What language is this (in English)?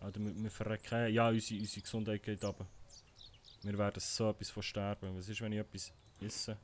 Swiss German